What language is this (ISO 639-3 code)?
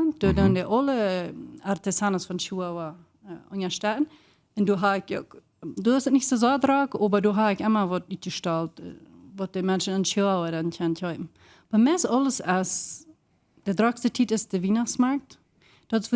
pdt